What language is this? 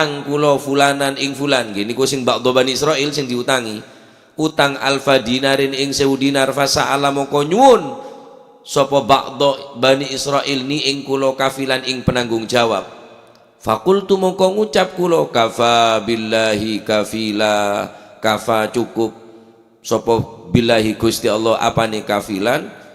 Madurese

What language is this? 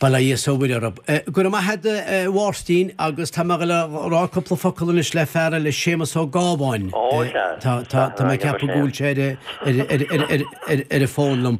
Irish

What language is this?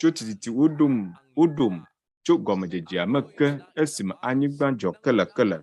Ewe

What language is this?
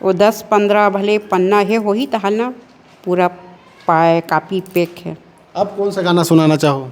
Chhattisgarhi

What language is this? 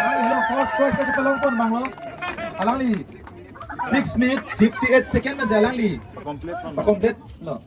Karbi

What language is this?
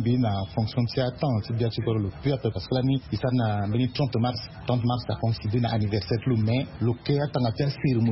Sango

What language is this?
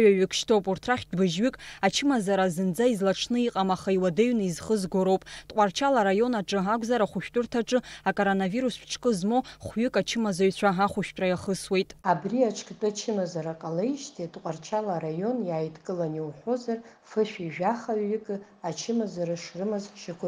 Abkhazian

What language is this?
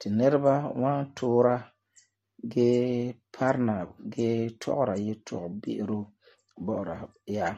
Frafra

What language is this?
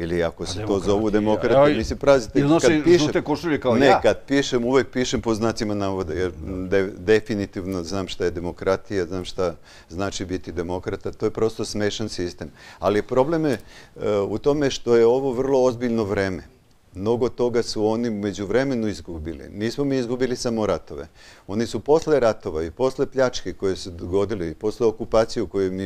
Serbian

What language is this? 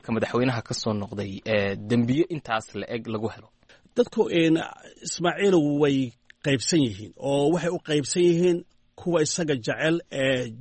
Somali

